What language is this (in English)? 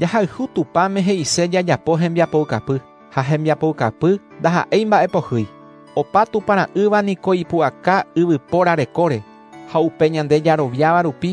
Guarani